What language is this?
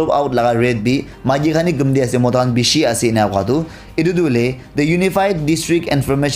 Naga Pidgin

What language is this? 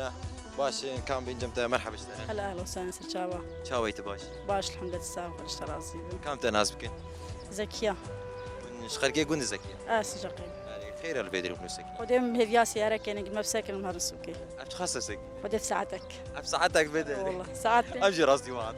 Kurdish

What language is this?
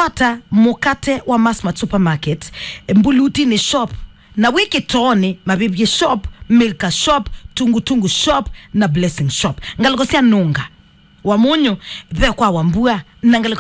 Kamba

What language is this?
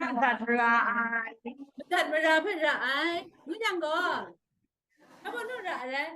Kachin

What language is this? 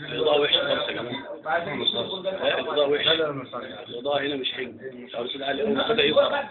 Egyptian Arabic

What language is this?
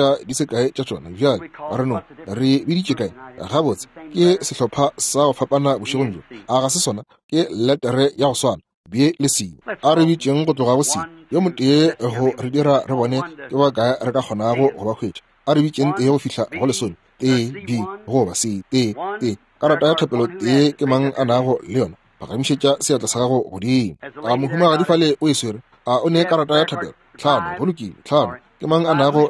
Northern Sotho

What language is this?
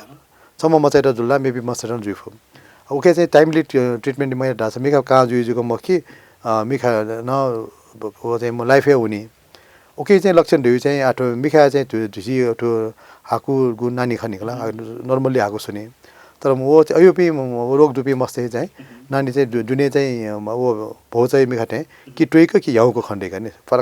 Newari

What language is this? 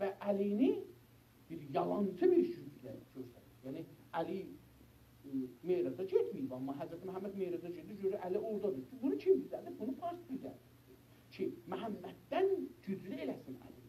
South Azerbaijani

